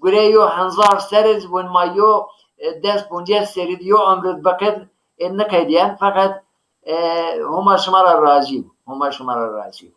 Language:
Zaza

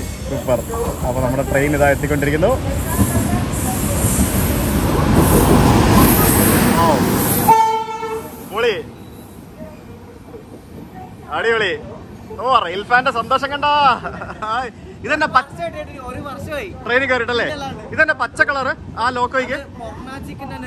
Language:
Malayalam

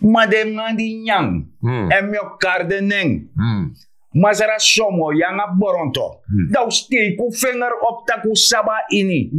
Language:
Sranan Tongo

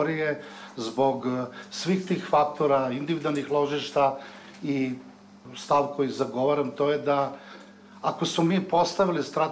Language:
Serbian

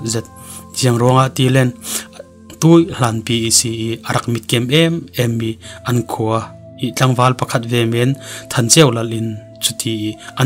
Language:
Falam Chin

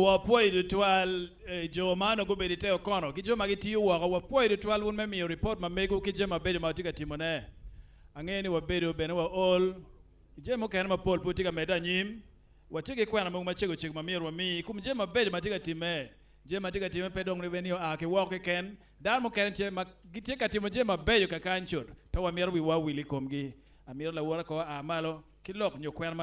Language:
Acoli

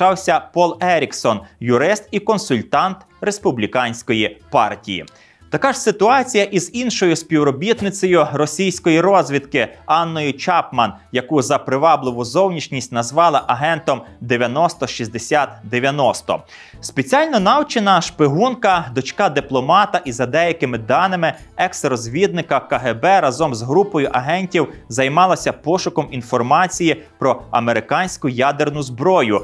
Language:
Ukrainian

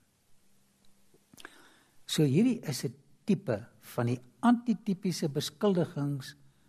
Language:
Afrikaans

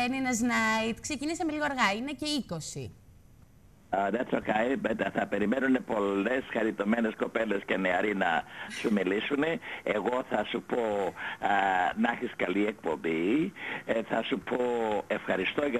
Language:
Greek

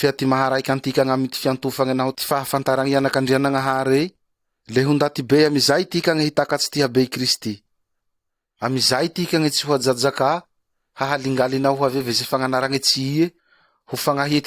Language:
Malagasy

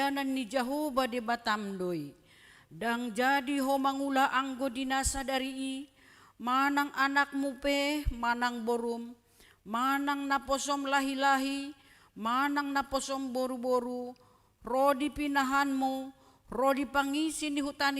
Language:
Batak Toba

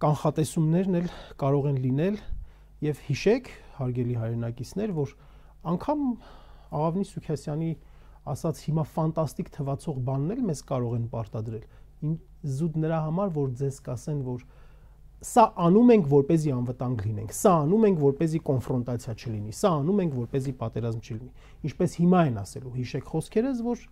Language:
Armenian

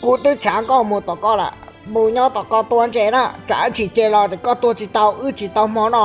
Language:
Hmong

